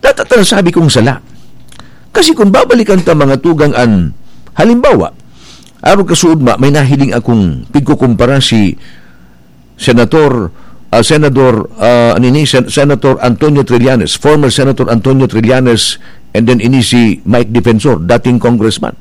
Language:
Bikol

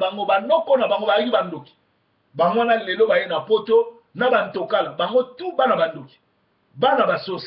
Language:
Lingala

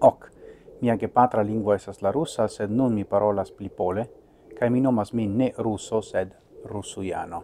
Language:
Esperanto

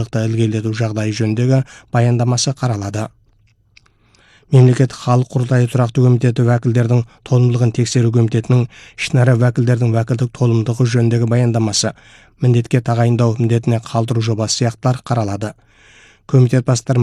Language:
Kazakh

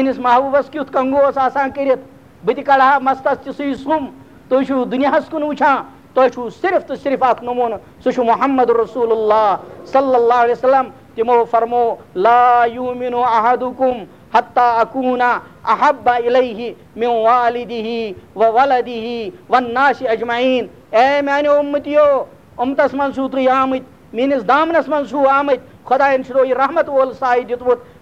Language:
Kashmiri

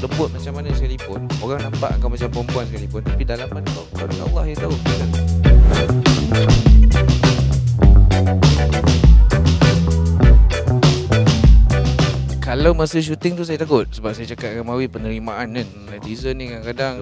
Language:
Malay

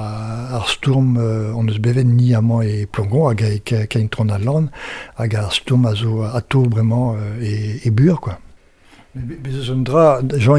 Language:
Breton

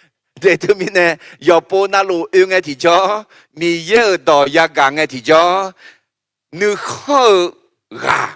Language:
Akha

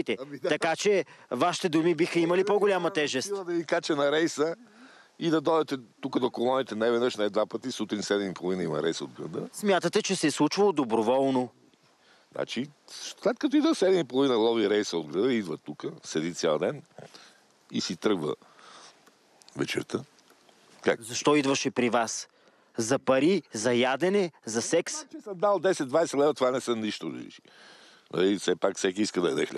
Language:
Bulgarian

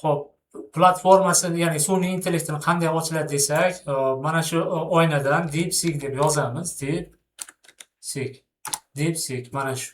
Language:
Uzbek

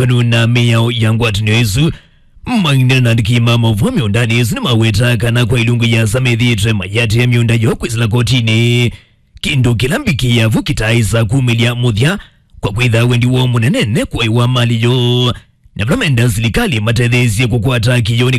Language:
Kamba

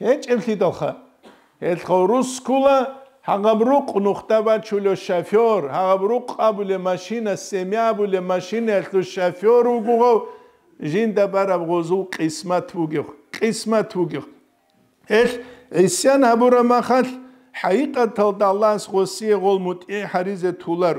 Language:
Avaric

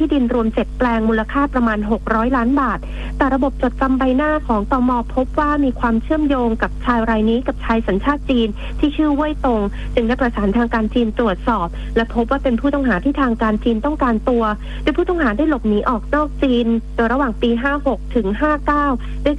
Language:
Thai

